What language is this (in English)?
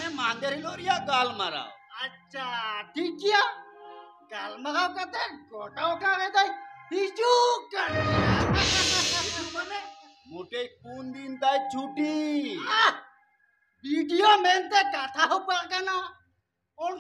Santali